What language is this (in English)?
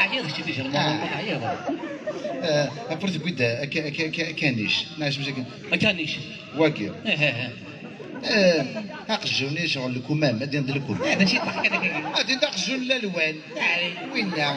Kabyle